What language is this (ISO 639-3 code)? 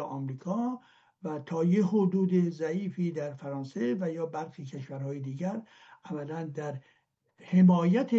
fas